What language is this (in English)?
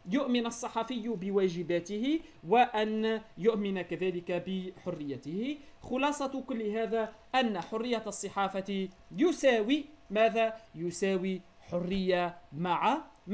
Arabic